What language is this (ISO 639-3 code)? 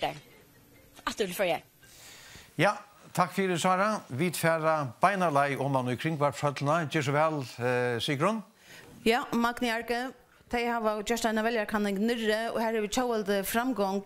fao